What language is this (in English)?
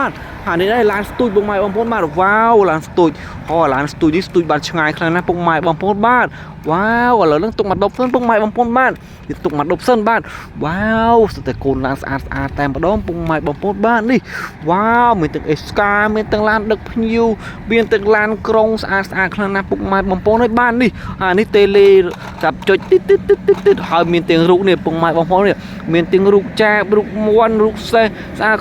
Khmer